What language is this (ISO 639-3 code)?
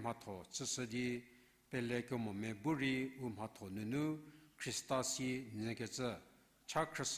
njm